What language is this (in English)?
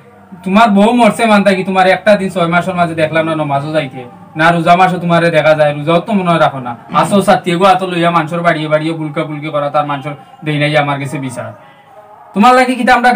Sylheti